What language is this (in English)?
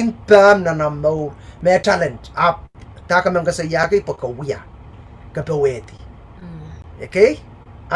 Pohnpeian